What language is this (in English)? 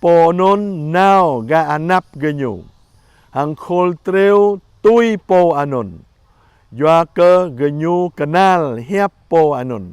Jarai